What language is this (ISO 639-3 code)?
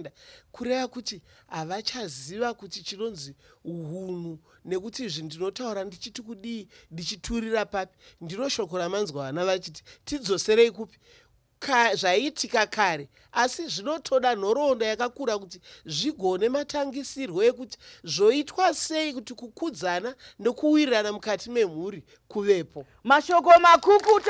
sna